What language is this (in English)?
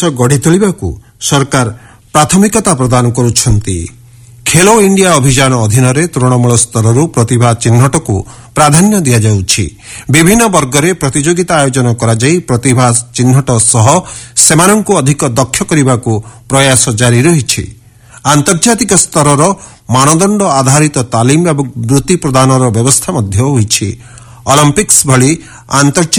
Odia